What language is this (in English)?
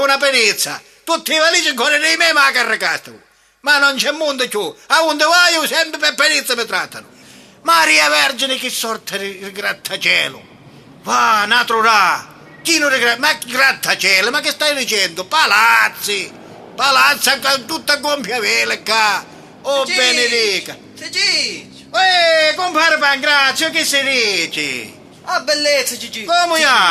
Sicilian